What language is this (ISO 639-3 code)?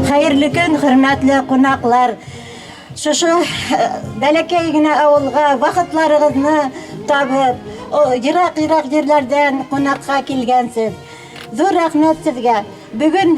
bak